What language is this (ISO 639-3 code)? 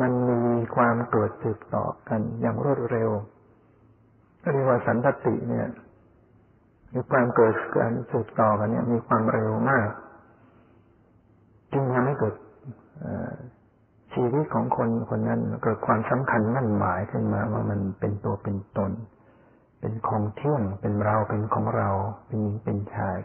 tha